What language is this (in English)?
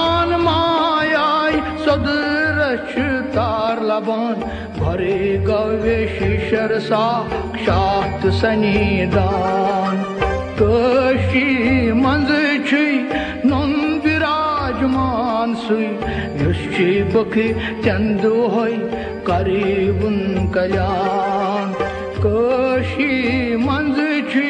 Kashmiri